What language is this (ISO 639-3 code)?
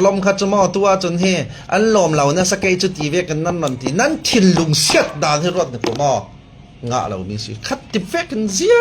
cfm